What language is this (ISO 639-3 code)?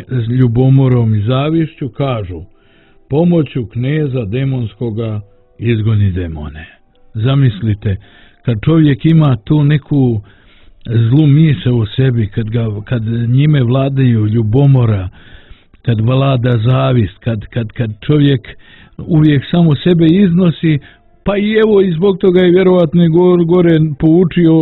bos